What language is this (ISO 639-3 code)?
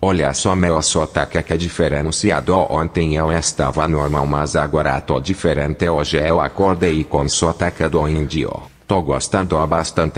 por